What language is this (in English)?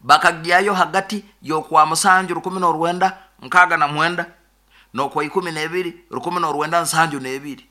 Nyoro